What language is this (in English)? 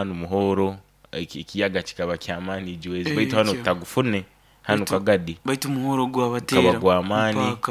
Nyoro